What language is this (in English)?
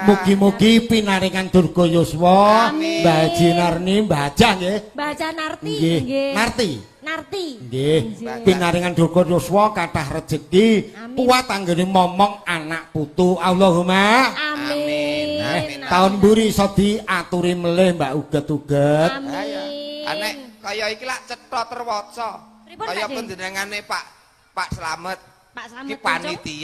Javanese